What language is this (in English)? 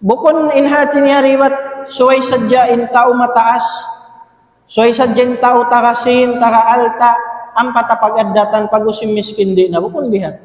Tausug